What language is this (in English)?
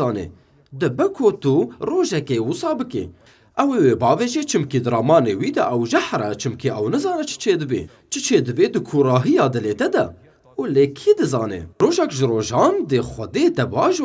Kurdish